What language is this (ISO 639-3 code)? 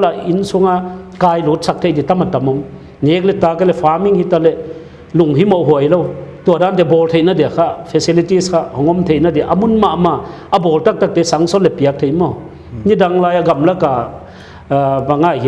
pck